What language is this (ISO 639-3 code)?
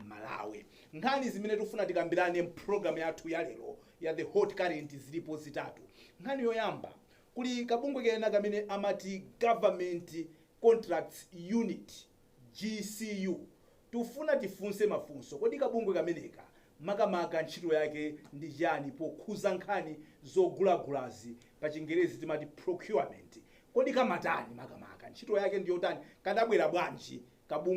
nya